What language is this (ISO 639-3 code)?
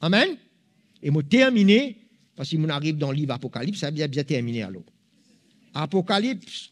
mfe